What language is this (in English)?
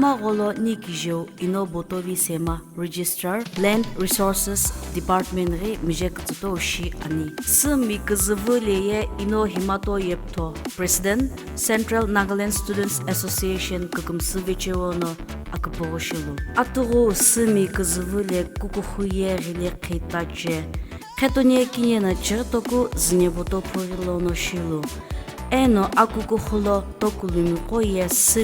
Sumi Naga